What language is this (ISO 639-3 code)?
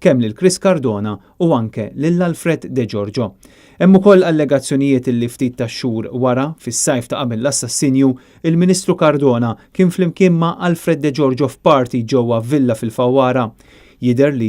mlt